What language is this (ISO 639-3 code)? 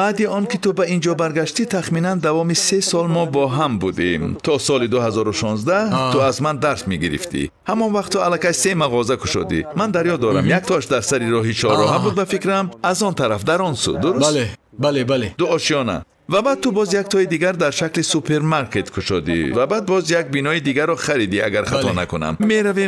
tgk